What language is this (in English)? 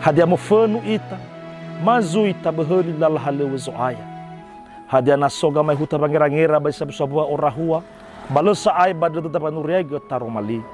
Nias